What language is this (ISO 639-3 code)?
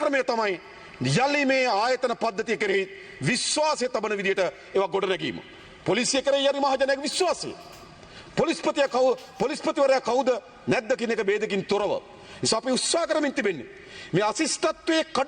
sin